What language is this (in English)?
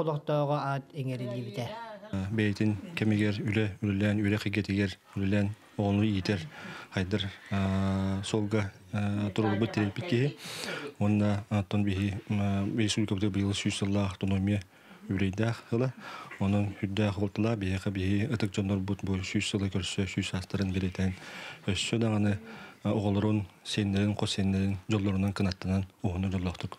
Yakut